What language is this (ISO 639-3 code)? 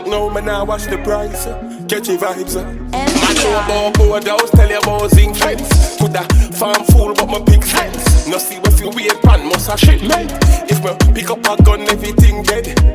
jam